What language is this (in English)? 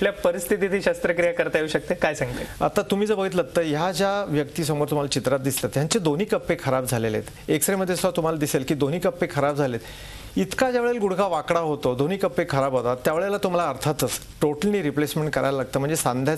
Marathi